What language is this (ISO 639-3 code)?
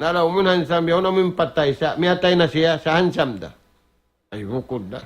tsg